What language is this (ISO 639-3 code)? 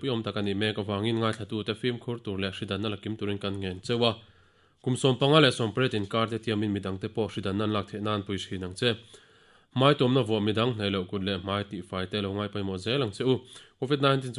lus